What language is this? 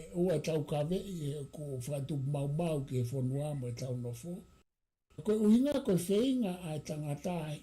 Tongan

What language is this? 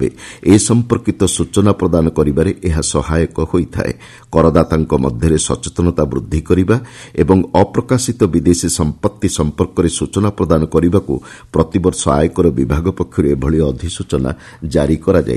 Odia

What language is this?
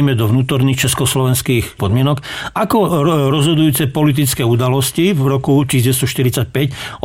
Slovak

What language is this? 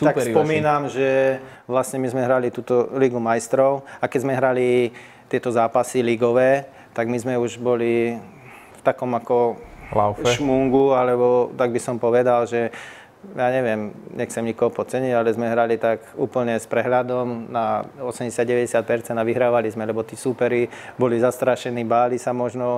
Slovak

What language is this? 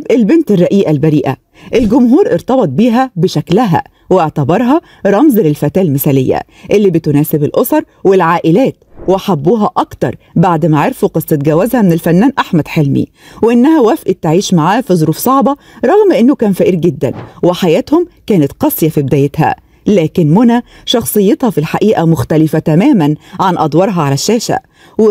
Egyptian Arabic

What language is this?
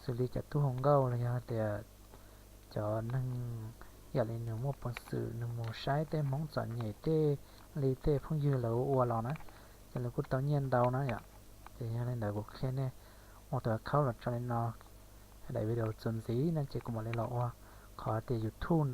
Hmong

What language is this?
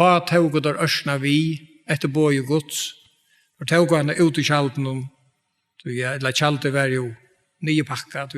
Faroese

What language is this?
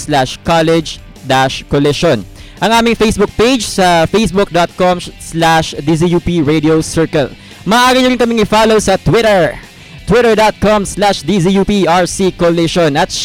Filipino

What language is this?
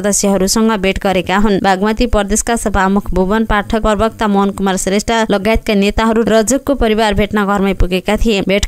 Nepali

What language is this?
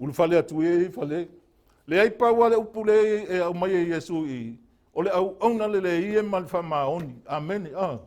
Samoan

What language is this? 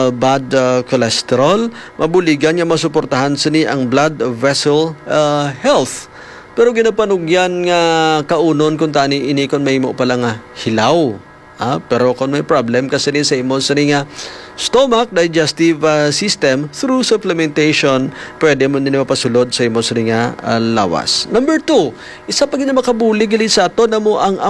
Hiligaynon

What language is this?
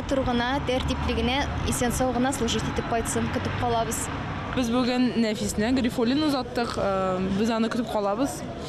Tatar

